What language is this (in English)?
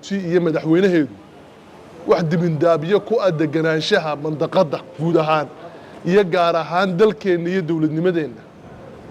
Somali